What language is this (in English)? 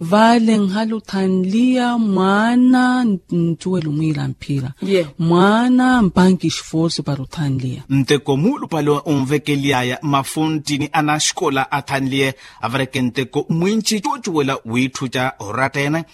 Makhuwa